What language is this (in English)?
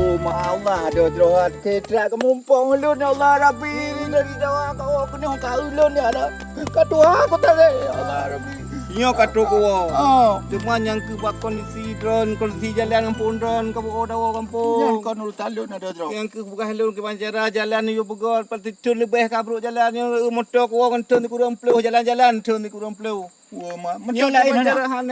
Achinese